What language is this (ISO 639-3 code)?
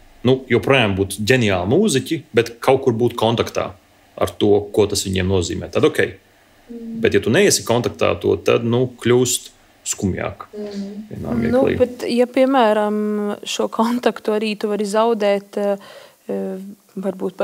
lav